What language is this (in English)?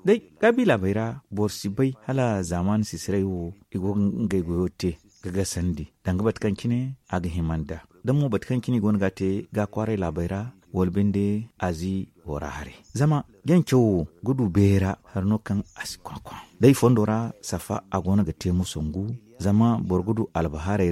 Zarma